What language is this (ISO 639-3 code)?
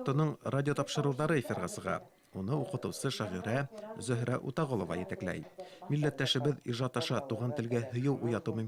bak